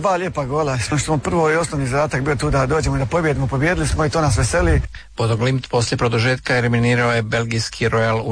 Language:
Croatian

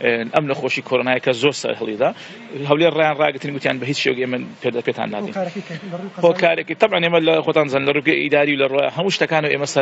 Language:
Central Kurdish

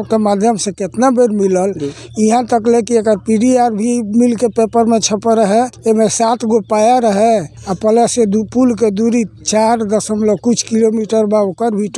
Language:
Bhojpuri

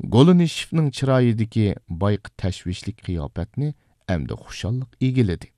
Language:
Uyghur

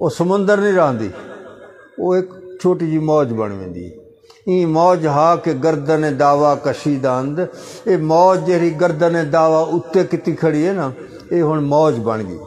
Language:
Saraiki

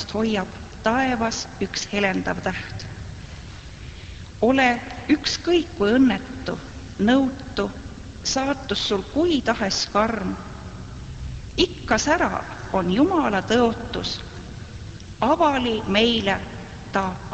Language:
Estonian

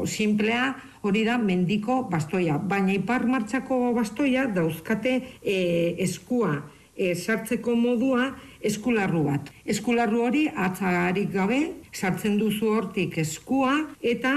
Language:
Basque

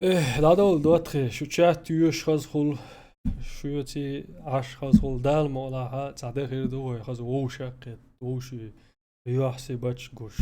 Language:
Chechen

